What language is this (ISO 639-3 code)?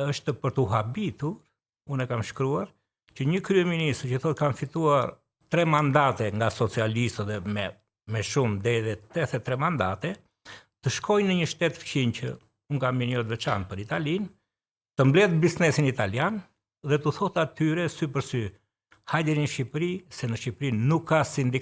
sqi